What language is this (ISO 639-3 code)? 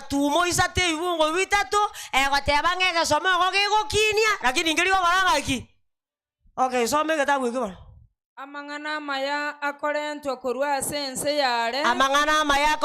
guz